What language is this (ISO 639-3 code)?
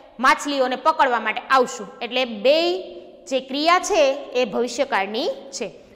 guj